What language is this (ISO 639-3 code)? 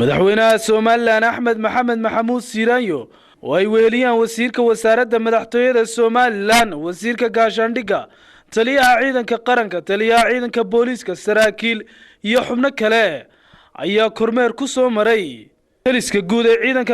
som